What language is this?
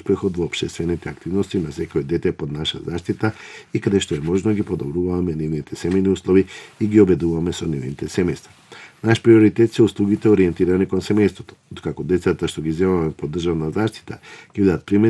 Macedonian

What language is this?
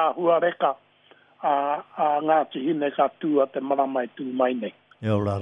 Māori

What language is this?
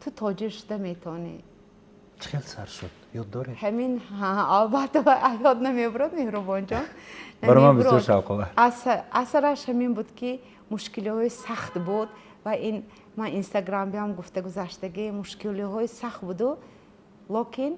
Tajik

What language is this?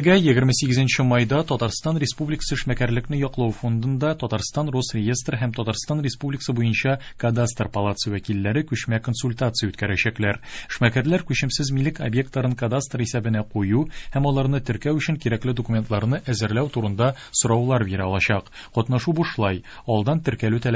Tatar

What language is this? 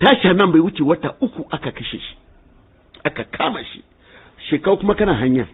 Hausa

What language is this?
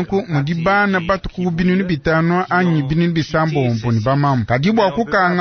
Luba-Lulua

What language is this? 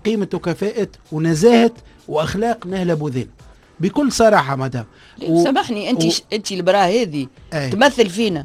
Tunisian Arabic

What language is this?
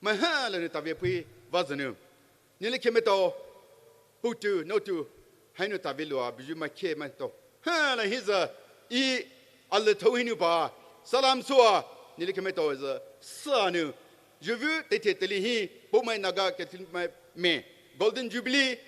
Poumei Naga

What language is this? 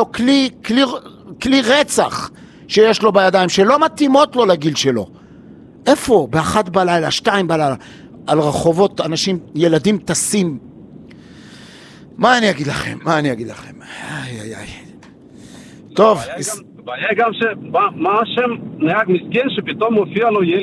Hebrew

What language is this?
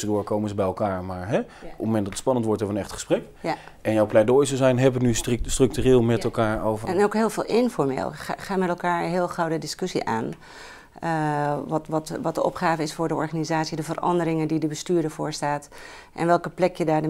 Dutch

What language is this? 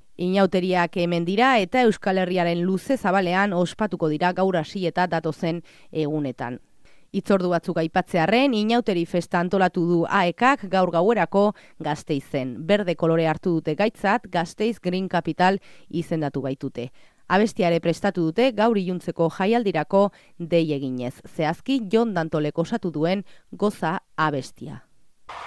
Basque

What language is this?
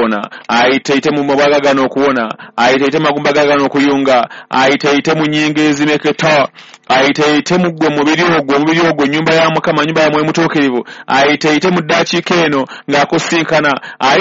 Ganda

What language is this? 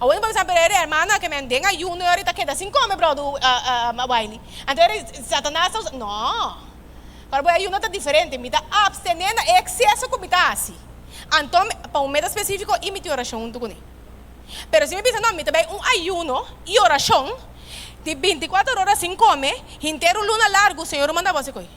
Papiamento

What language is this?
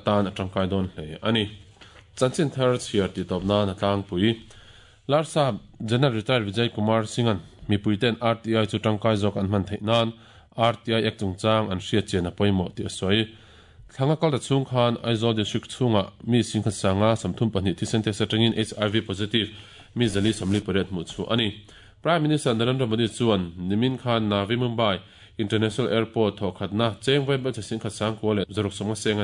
Mizo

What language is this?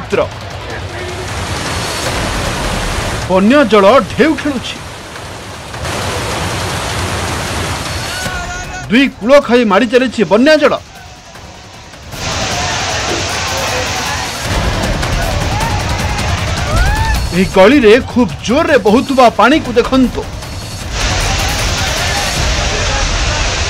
Odia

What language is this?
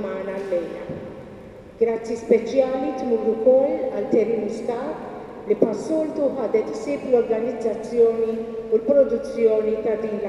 Maltese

